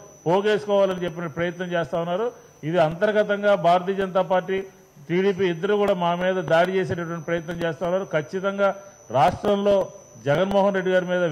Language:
Telugu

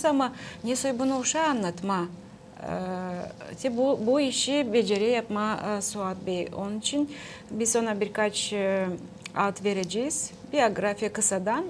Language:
Gagauz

